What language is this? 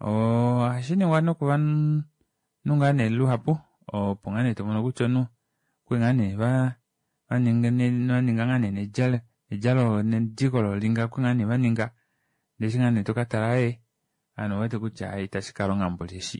Kuanyama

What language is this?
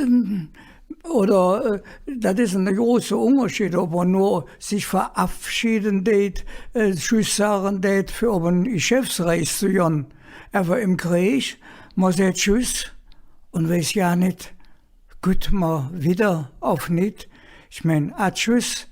Colognian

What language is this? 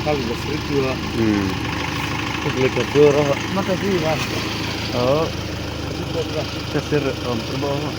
Mara Chin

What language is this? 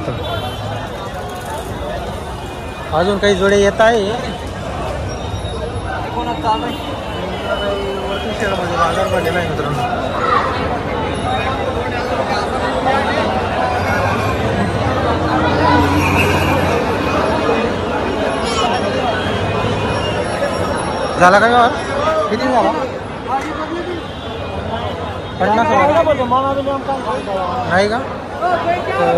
Marathi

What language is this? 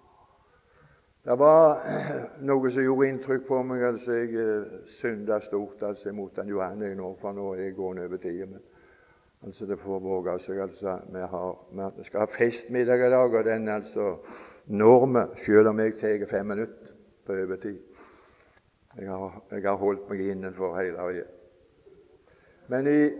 Norwegian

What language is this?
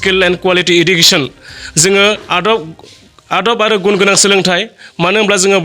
Bodo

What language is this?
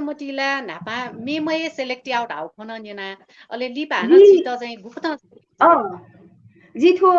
Newari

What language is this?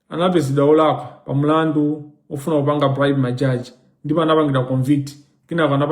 Nyanja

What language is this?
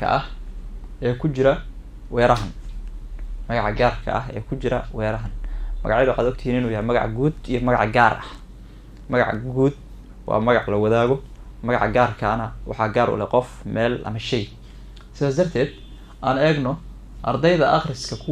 Somali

